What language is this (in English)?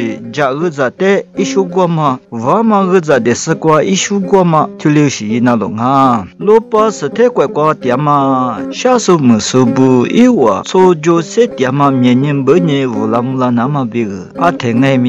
Lisu